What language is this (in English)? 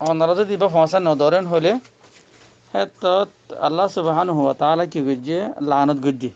Rohingya